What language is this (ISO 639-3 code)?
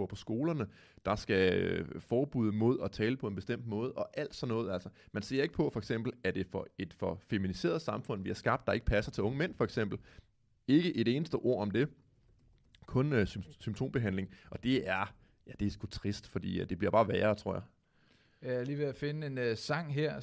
dan